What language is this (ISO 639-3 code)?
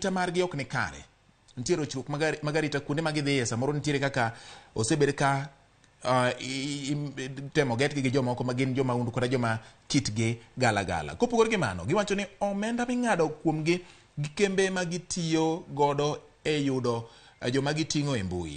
luo